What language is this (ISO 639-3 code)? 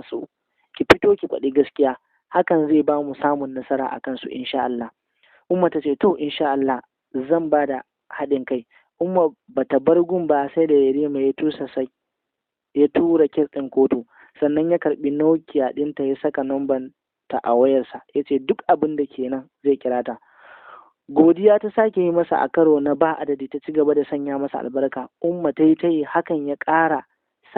hau